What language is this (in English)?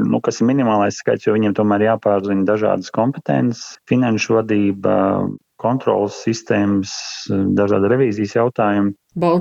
Latvian